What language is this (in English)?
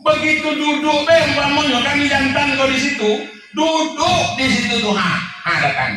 Minangkabau